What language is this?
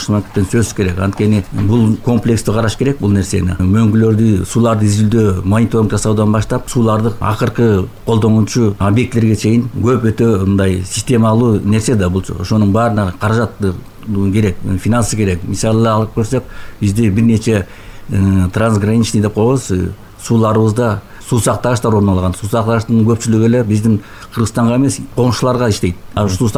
Kyrgyz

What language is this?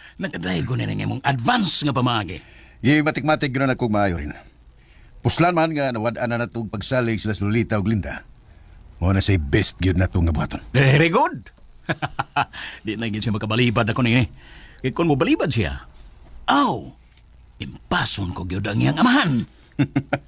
Cebuano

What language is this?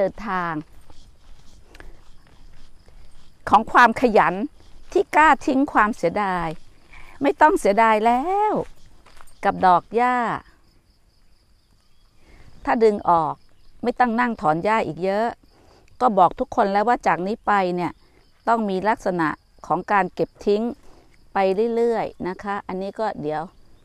Thai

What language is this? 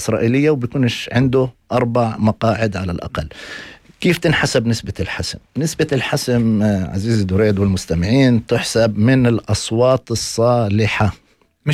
North Levantine Arabic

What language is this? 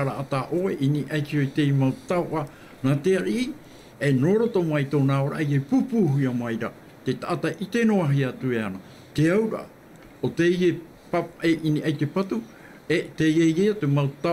Tahitian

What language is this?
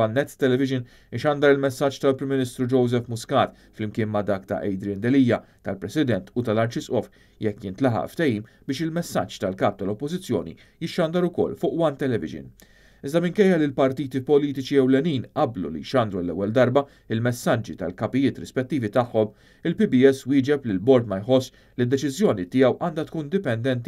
Maltese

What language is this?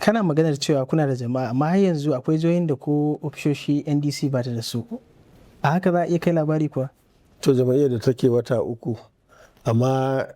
Hausa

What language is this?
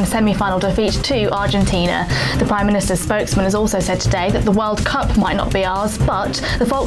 English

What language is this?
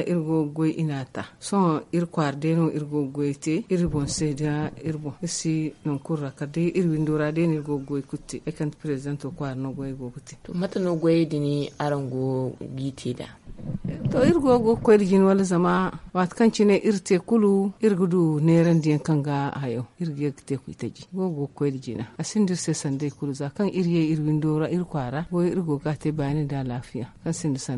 Zarma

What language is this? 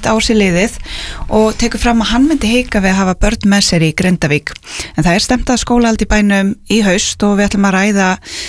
Icelandic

